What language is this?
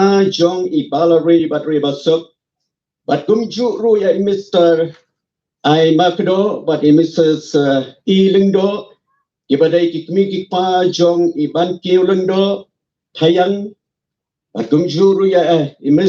Khasi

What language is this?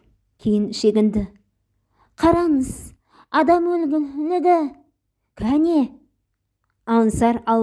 Kazakh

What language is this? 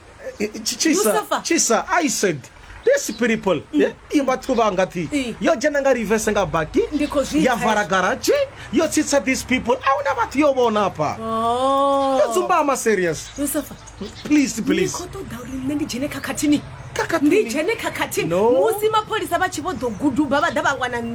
Venda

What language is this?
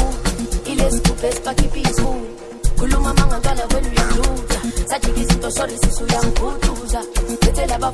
Zulu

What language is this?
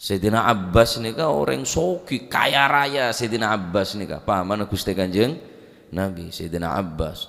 Madurese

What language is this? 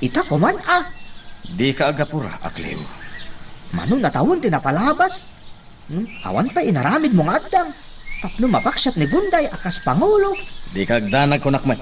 Iloko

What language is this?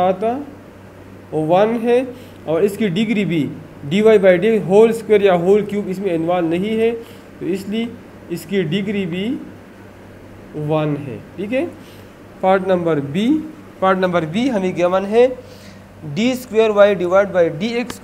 Hindi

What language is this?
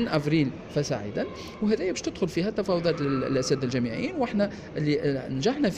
Tunisian Arabic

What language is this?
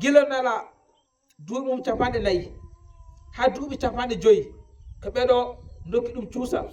Fula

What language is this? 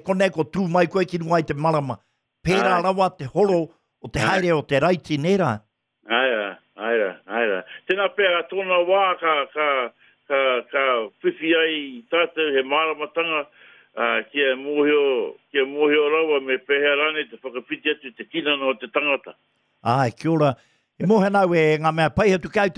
Māori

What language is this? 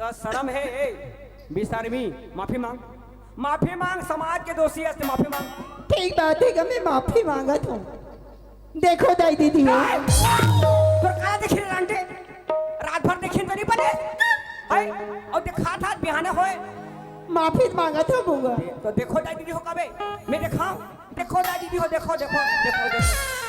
Chhattisgarhi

